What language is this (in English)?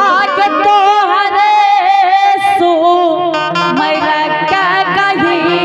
Angika